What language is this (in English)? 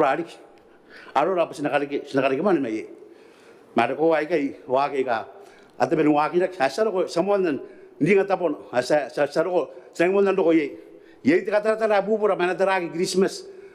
Gilbertese